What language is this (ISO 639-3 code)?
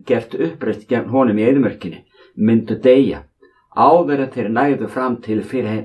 isl